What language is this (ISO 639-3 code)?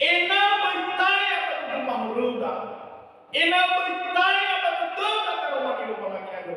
nia